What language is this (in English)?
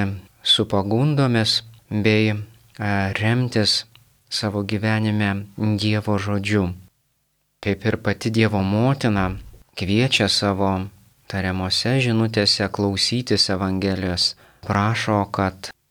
Lithuanian